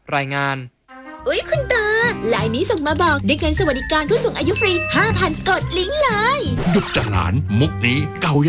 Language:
Thai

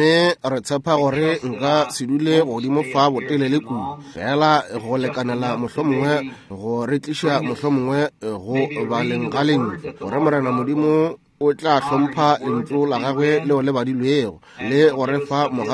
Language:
Northern Sotho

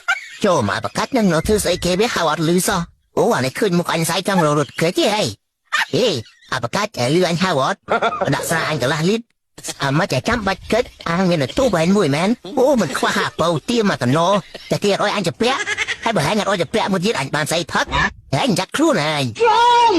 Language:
Khmer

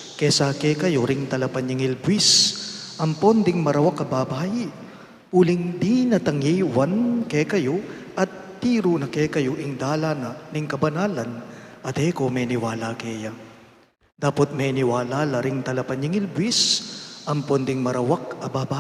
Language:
Pampanga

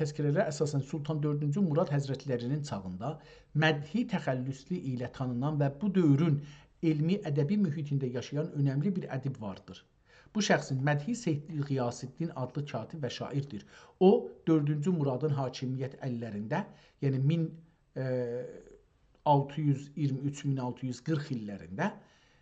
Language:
South Azerbaijani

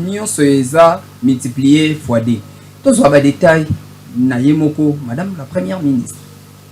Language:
Lingala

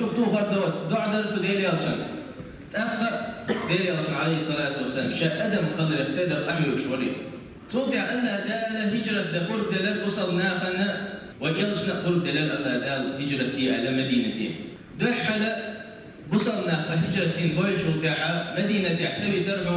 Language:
Chechen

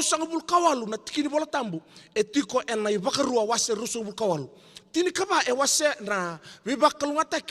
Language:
Fijian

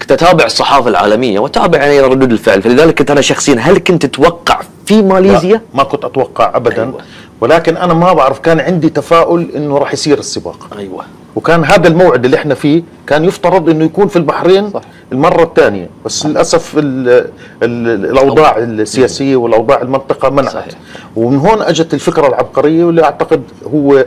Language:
Gulf Arabic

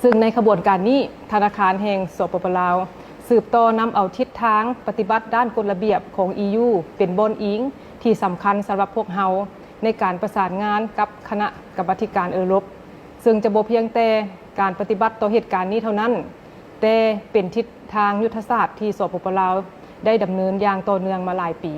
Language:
Lao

